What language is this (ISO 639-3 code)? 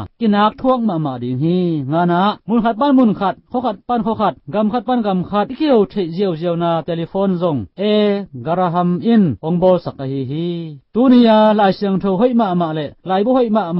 ctd